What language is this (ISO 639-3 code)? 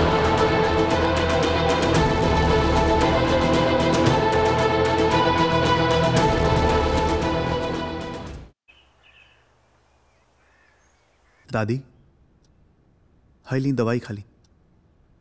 bho